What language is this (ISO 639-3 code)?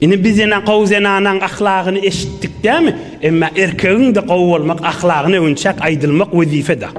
tuk